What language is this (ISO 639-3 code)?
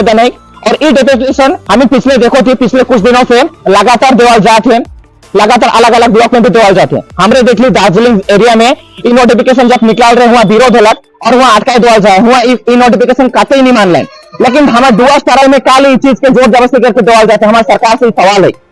sck